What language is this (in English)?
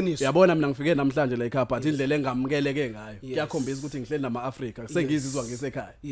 Zulu